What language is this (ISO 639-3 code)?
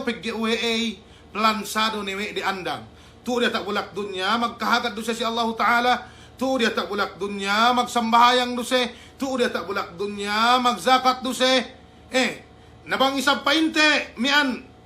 yka